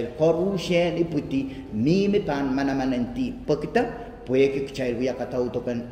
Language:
Pohnpeian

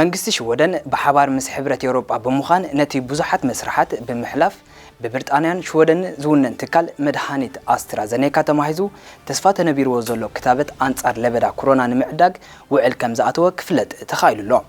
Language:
Tigrinya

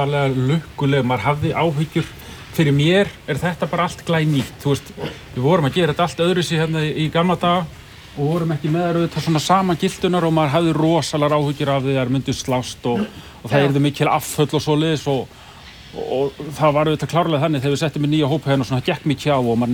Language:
Icelandic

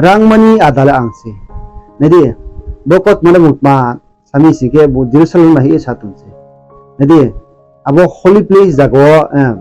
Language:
Riang (India)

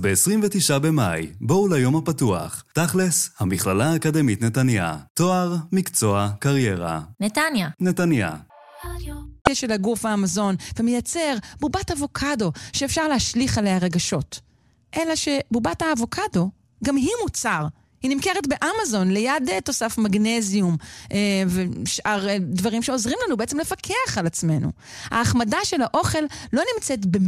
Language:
Hebrew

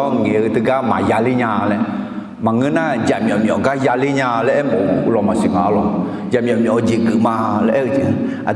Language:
Akha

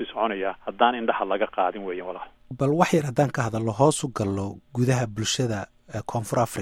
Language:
Somali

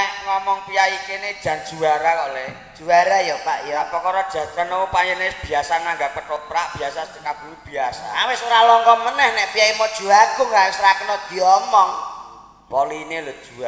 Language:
Javanese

